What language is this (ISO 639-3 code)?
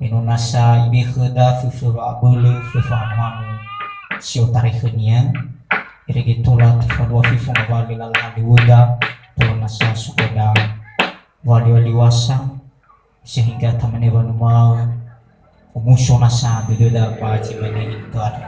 nia